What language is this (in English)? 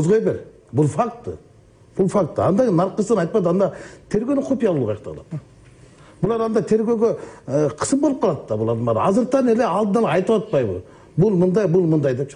Kyrgyz